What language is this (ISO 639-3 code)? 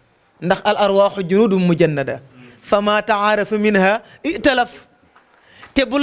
wol